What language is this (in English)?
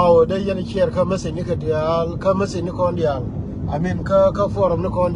Nuer